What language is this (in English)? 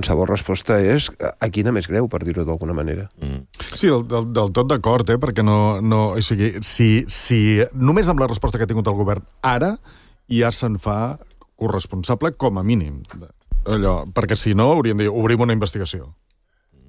Catalan